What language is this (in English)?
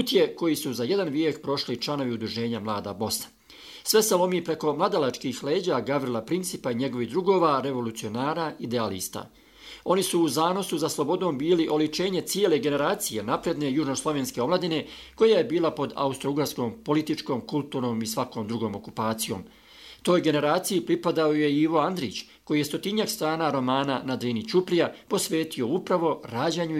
Bosnian